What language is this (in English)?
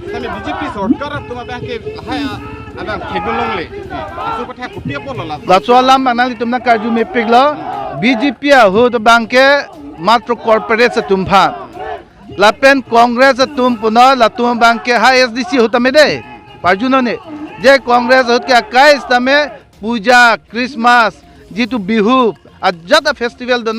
Karbi